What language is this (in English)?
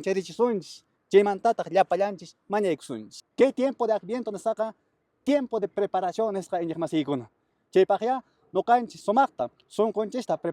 Quechua